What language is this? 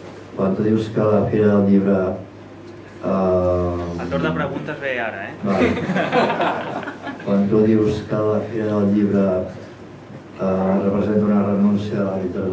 Catalan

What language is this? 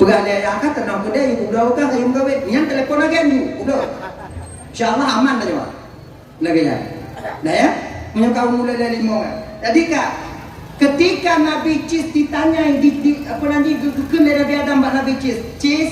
Achinese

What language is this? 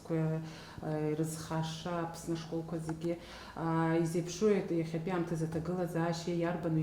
Abkhazian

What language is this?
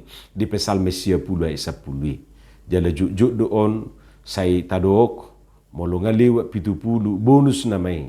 Batak Toba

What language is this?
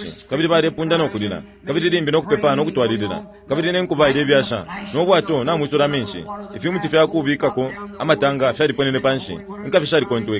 Bemba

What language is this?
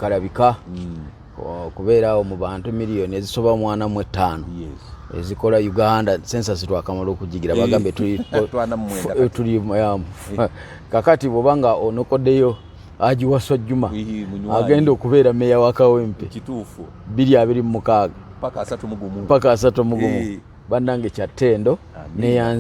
Ganda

